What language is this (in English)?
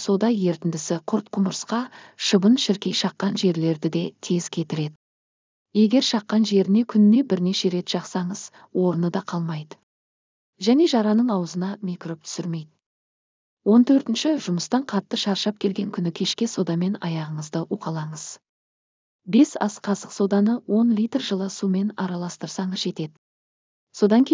Kazakh